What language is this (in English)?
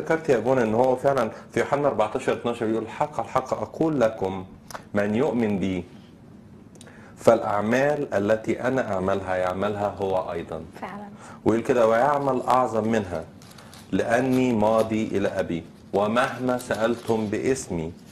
Egyptian Arabic